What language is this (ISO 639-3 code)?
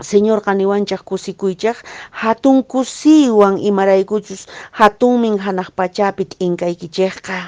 que